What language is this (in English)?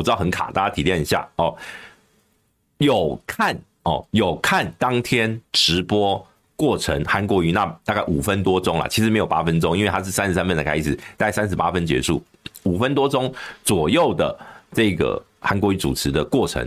Chinese